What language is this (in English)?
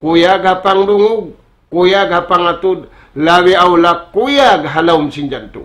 Tausug